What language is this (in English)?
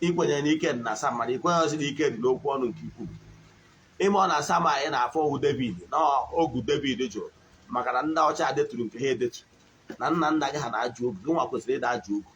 Igbo